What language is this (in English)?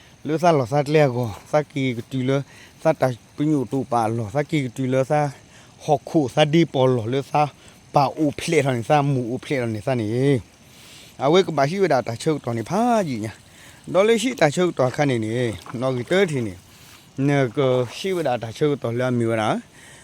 S'gaw Karen